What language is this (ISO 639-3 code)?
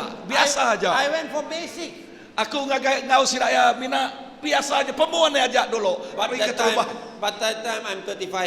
iba